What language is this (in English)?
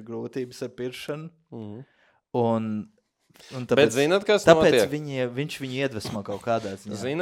Latvian